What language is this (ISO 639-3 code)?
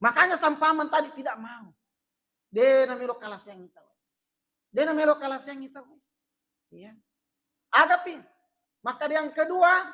bug